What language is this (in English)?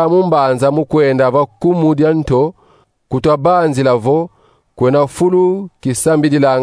Kongo